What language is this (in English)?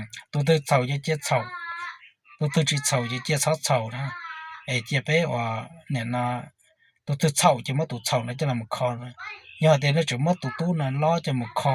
Hmong